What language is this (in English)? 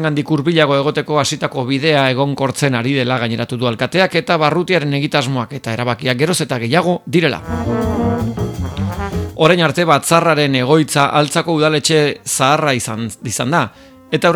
Basque